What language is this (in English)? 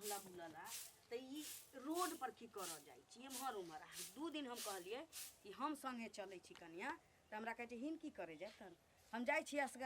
Maithili